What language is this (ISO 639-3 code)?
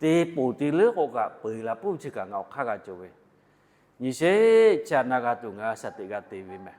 lhu